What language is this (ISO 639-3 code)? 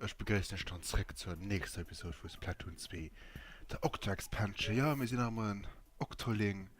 ltz